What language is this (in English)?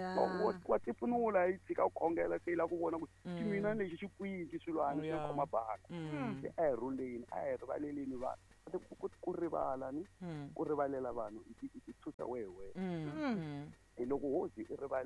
Tsonga